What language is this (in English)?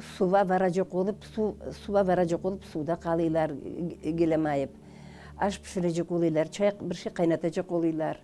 Crimean Tatar